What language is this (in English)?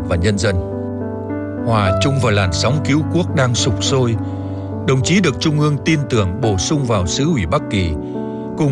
Vietnamese